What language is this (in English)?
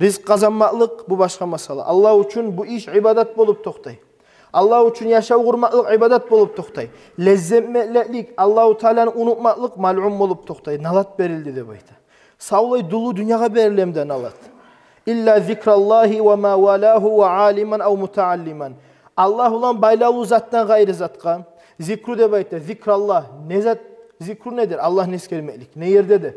Kumyk